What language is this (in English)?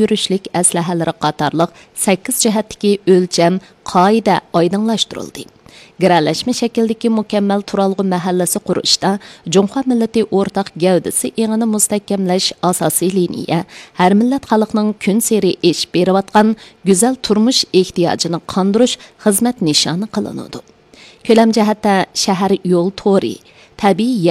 Uyghur